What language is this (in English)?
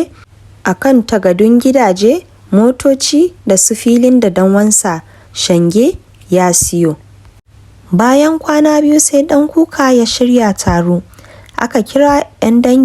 Hausa